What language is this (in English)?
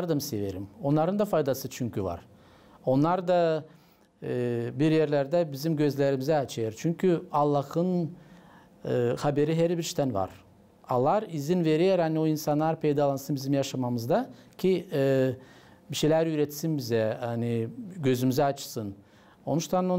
Gagauz